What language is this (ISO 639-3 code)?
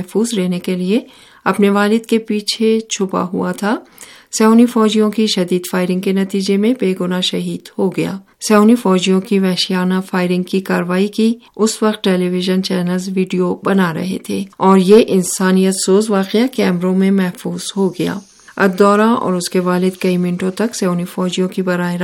urd